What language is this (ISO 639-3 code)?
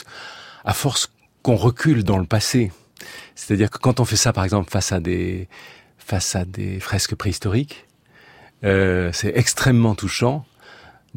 fra